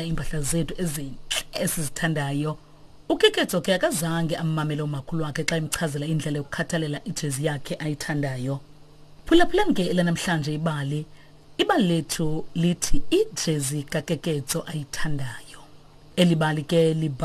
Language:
Xhosa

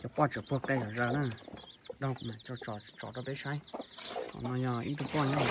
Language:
Hmong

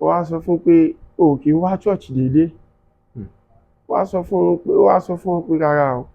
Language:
Yoruba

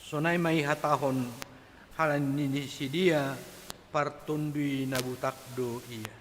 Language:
Batak Simalungun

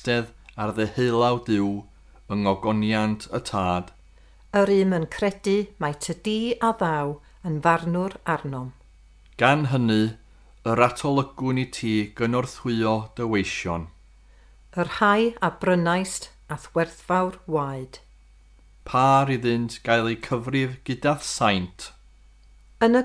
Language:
Welsh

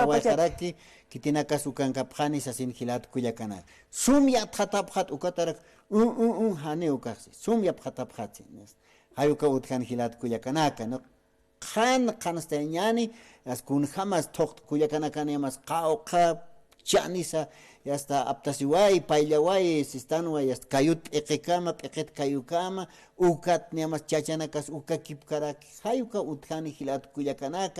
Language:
Aymara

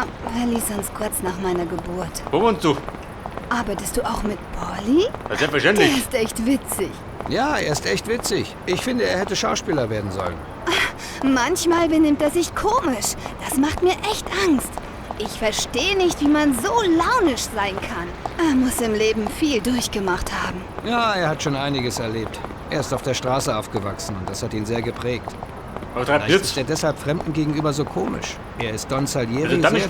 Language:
Bavarian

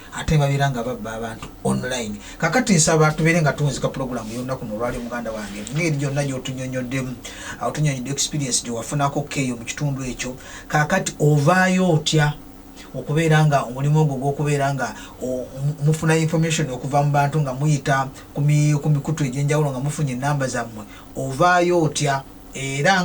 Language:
Ganda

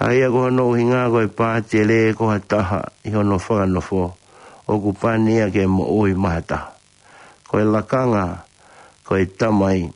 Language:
Tongan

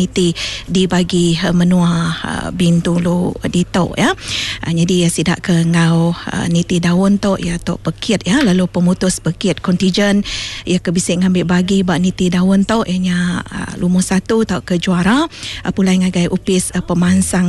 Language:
Iban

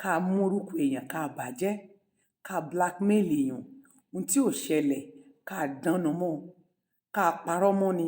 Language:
Yoruba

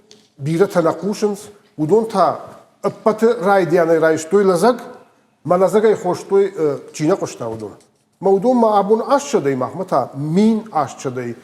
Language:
Ossetic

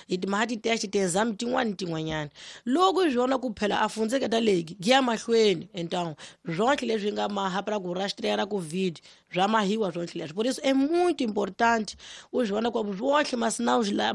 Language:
Tsonga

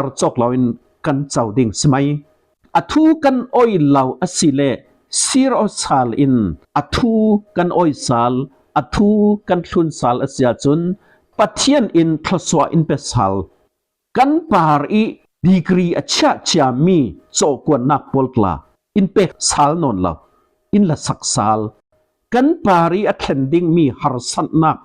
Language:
Falam Chin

